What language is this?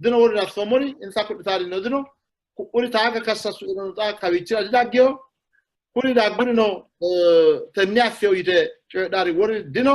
Sidamo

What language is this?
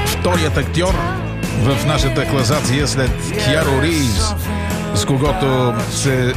Bulgarian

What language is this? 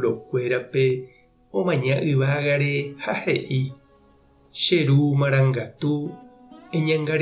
Guarani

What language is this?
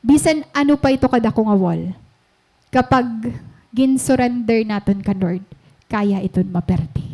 Waray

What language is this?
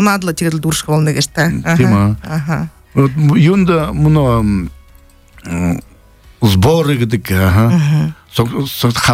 Buriat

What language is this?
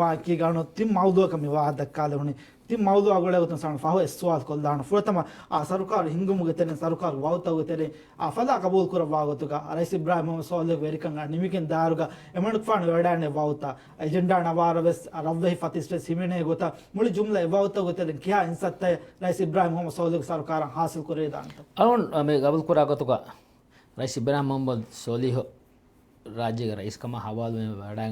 Divehi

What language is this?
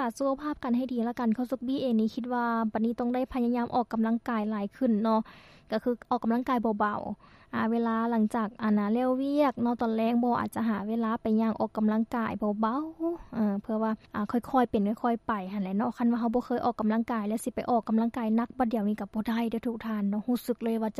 Lao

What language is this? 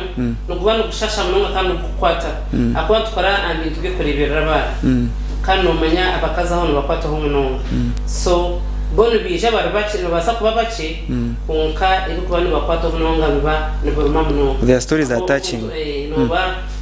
Nyankole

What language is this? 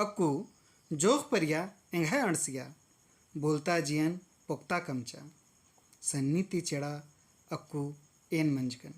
Kurukh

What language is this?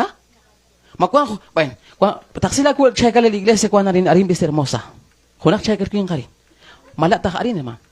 Kekchí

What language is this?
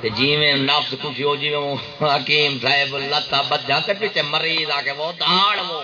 Saraiki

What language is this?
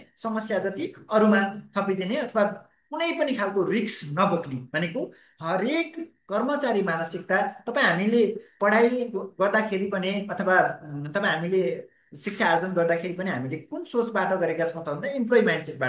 Nepali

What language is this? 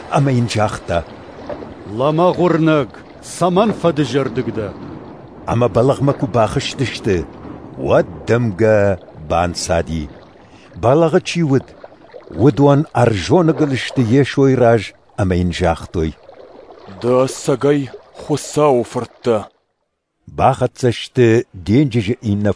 Ossetic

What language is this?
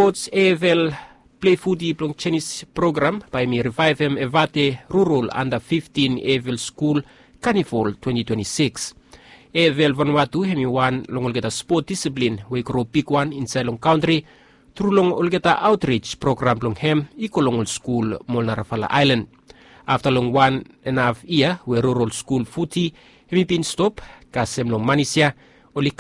Bislama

